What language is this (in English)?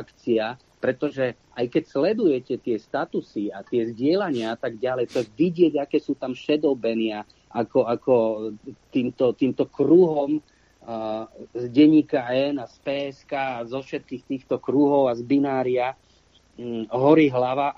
Slovak